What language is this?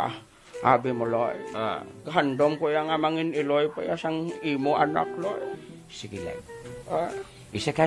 Hiligaynon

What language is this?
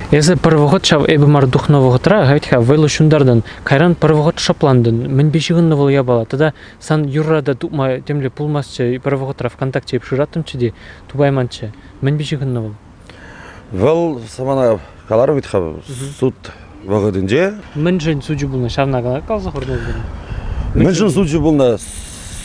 Chuvash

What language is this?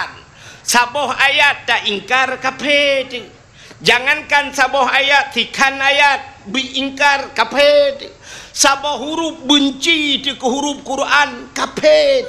Achinese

